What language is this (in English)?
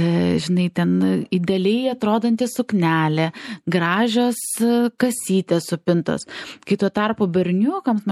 Lithuanian